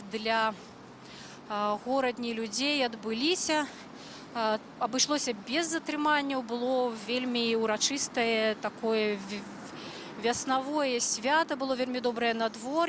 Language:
Belarusian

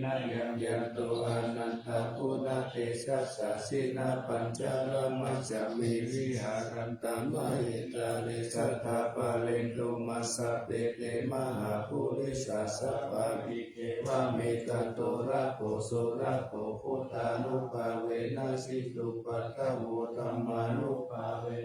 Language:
Pali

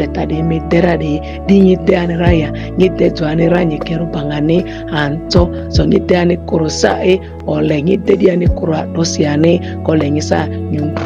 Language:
Ma'di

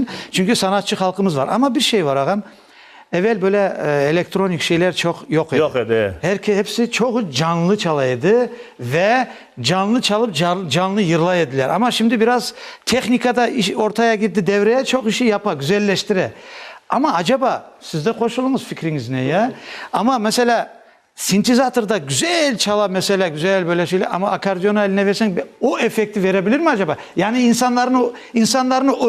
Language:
Crimean Tatar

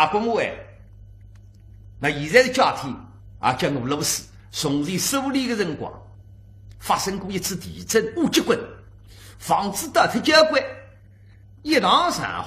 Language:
Wu Chinese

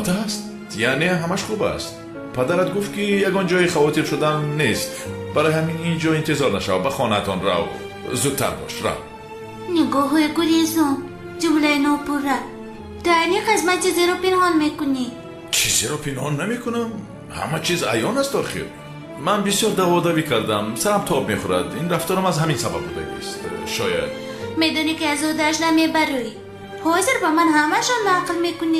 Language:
Tajik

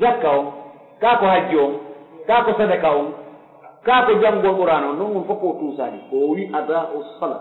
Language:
Pular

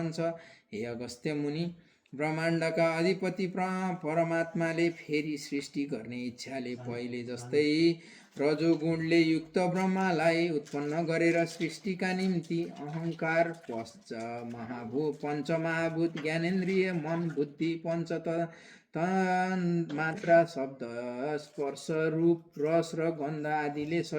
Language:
Nepali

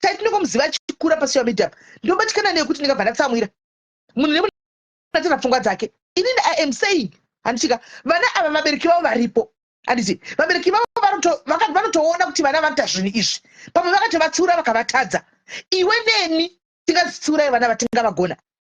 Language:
Shona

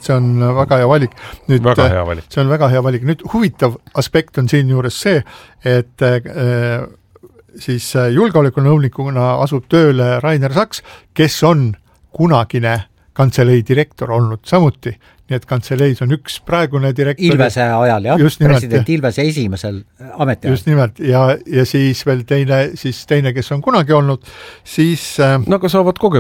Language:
Estonian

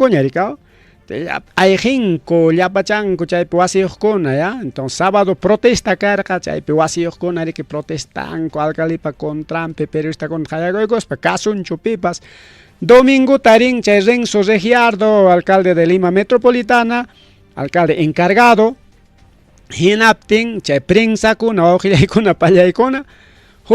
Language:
Ayacucho Quechua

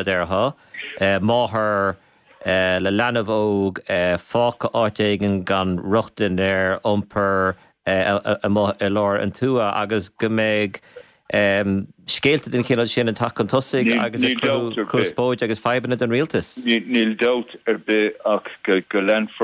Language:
Irish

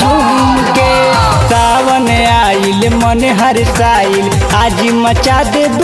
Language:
Bhojpuri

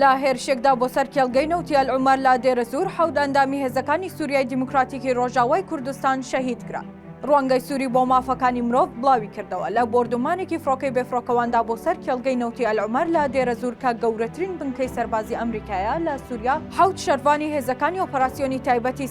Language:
Central Kurdish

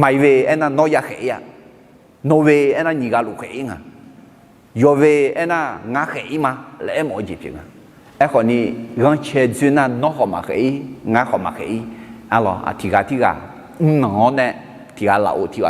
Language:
Akha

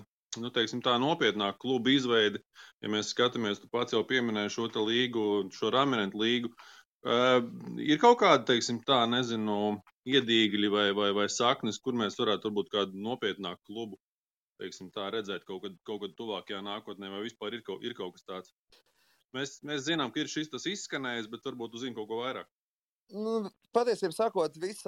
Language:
Latvian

